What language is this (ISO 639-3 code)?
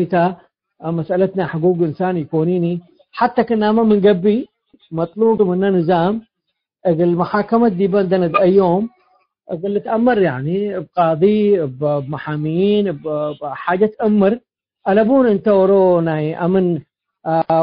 tig